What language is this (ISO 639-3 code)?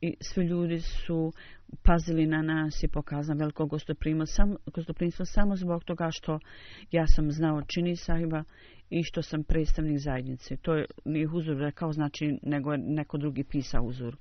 bos